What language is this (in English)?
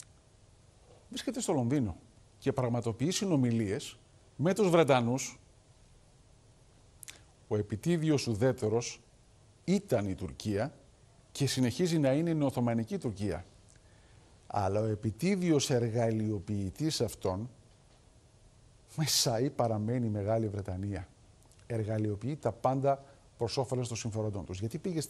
Greek